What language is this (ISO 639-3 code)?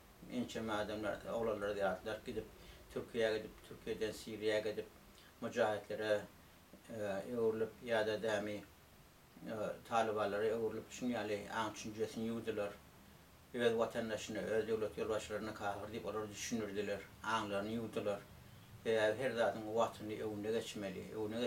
tuk